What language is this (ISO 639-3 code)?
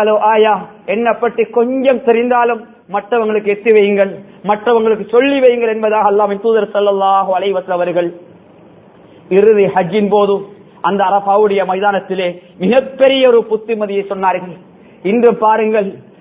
tam